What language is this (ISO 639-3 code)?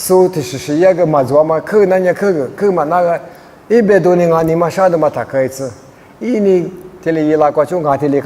lis